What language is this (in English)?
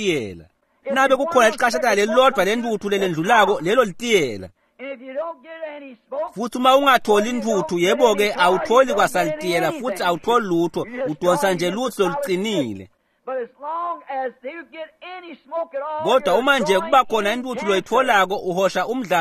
Swati